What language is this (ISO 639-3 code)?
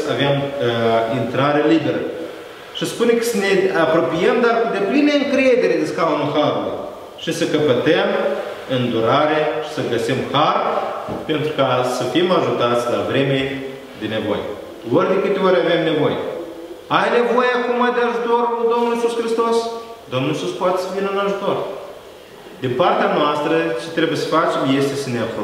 ron